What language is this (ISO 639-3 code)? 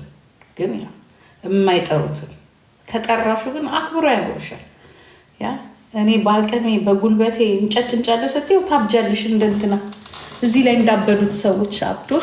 amh